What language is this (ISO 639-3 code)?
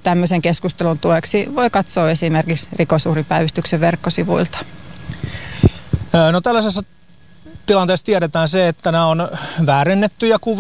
fin